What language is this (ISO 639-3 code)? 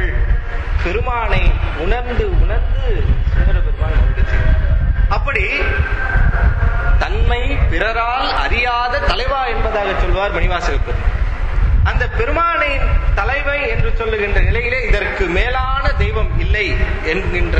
tam